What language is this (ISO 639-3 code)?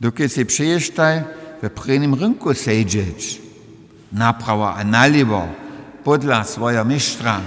hsb